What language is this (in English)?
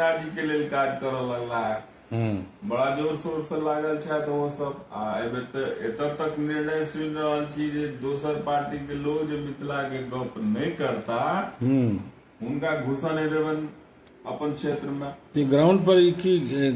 Maithili